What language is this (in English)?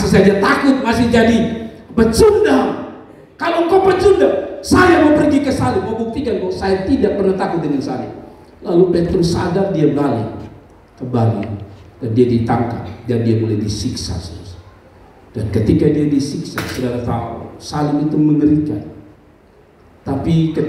Indonesian